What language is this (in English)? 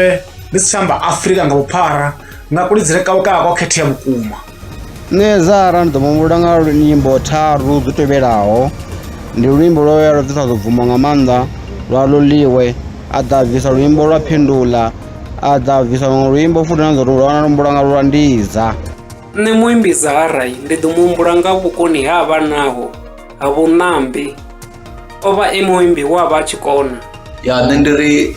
Venda